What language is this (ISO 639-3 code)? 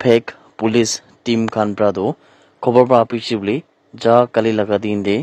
nag